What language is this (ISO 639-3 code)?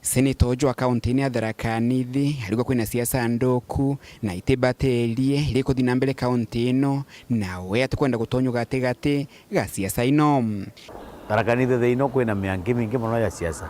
mer